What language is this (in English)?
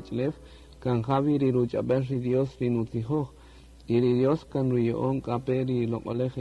Kaqchikel